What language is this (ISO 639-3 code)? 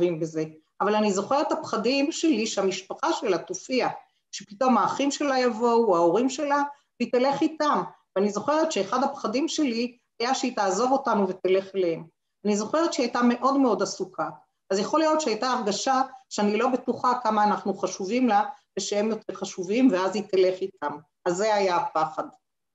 heb